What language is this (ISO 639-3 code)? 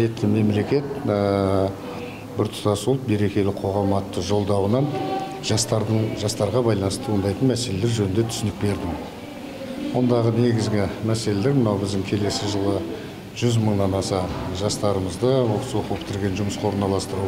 kaz